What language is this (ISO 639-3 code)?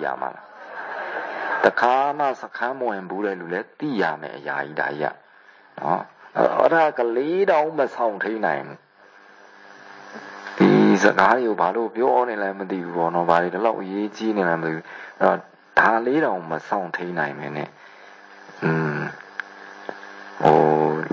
mya